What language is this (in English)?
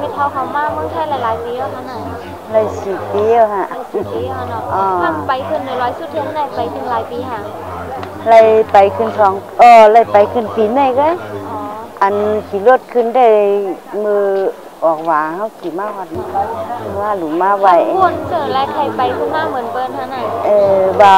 Shan